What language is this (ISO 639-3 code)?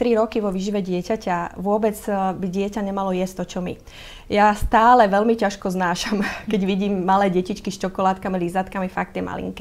slk